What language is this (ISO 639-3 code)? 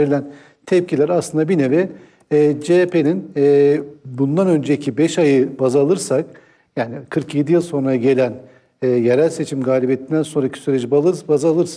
tur